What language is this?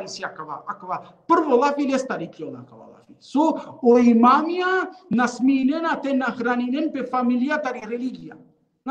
Balkan Romani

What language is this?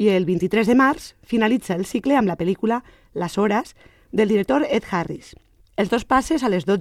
Catalan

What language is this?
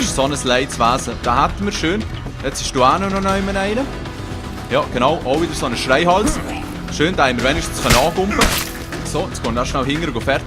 Swiss German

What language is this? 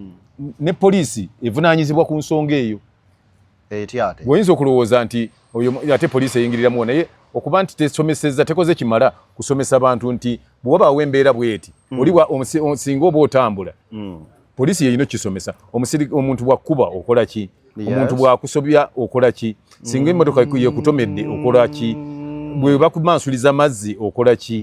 Ganda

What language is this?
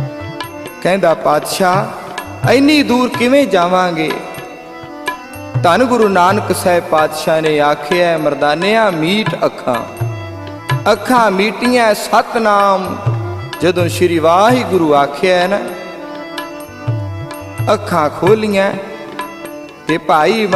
Punjabi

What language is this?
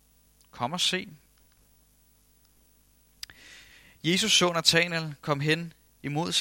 Danish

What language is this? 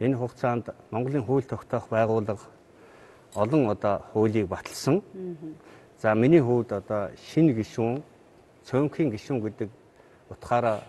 Mongolian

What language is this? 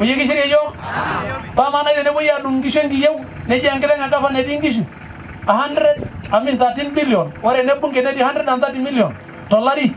Masai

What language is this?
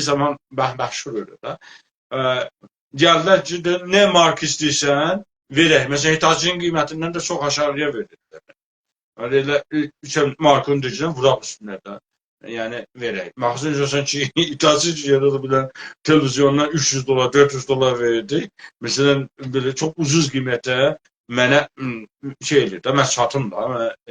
South Azerbaijani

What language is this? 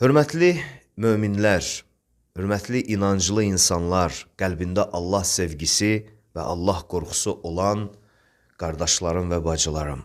Azerbaijani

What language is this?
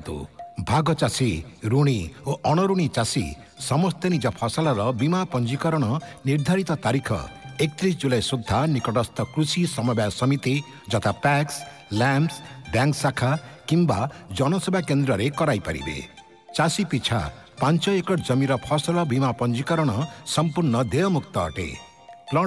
Odia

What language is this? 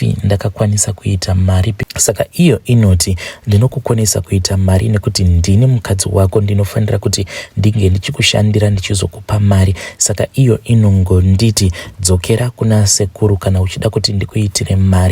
Shona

